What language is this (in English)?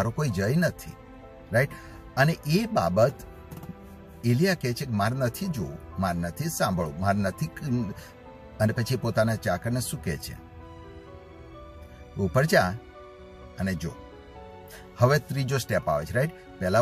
Gujarati